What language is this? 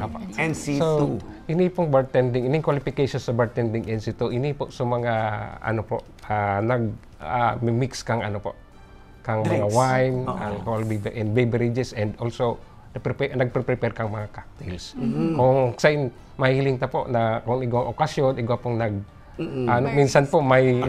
Bikol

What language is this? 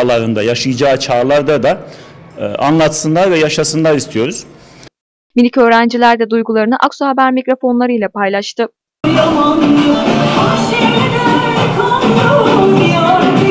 Turkish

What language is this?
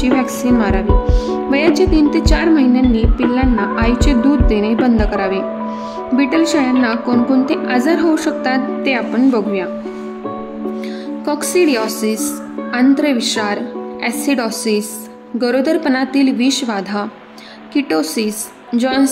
Marathi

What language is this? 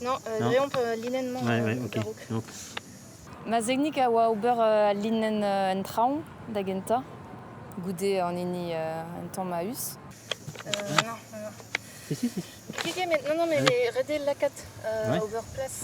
Breton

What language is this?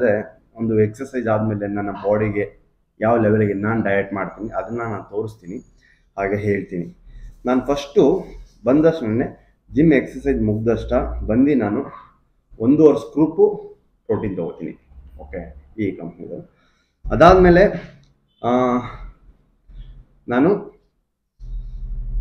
Kannada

